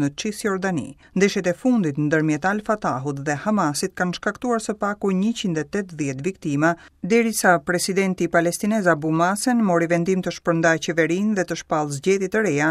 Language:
Albanian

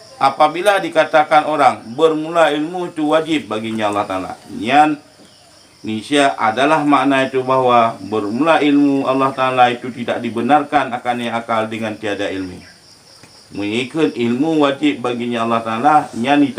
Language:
Achinese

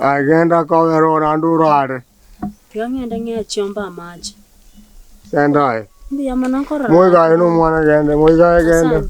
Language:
Gusii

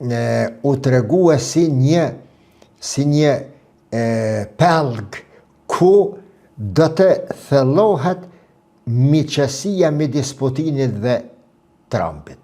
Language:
Albanian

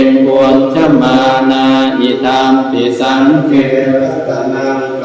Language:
Pali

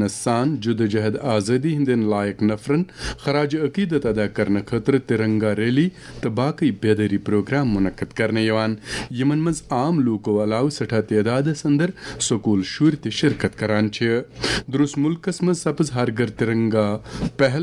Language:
Kashmiri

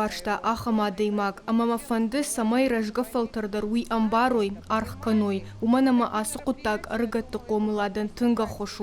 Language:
Ossetic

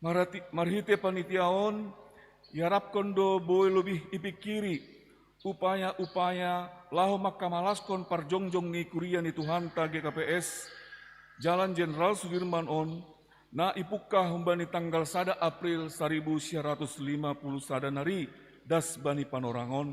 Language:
Batak Simalungun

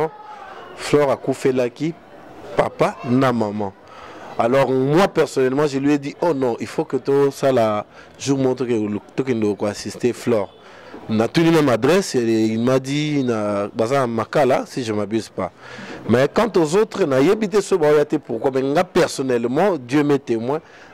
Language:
Lingala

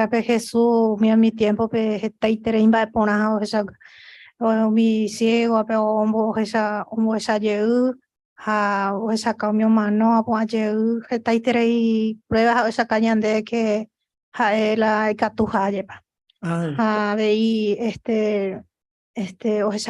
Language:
Guarani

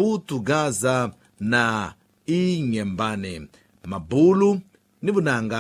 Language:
Tsonga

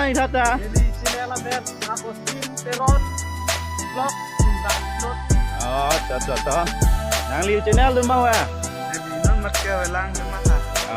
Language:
Karbi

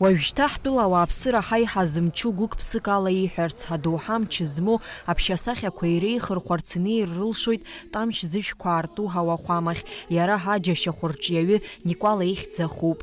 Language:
Abkhazian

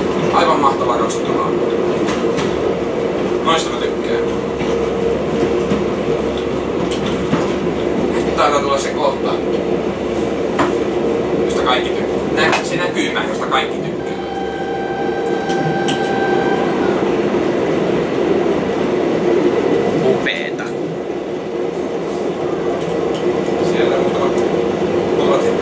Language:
Finnish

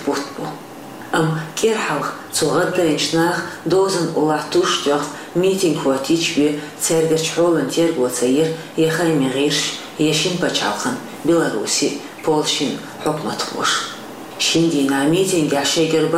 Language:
Chechen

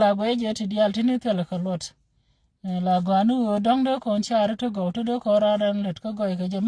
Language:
Nuer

